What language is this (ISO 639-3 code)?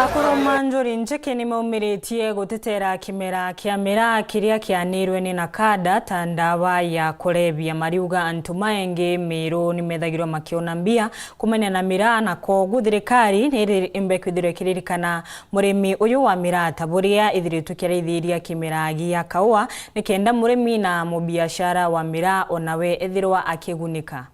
mer